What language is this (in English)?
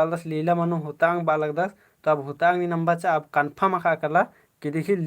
Kurukh